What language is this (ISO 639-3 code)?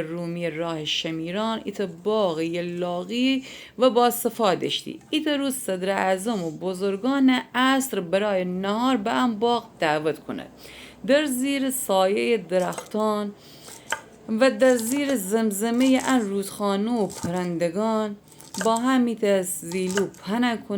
glk